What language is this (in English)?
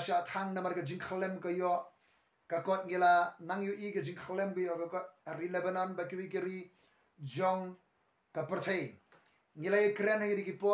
Khasi